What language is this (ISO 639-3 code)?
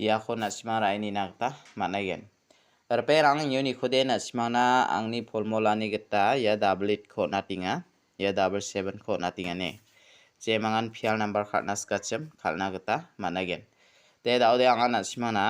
grt